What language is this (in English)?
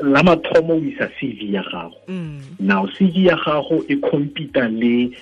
Tswana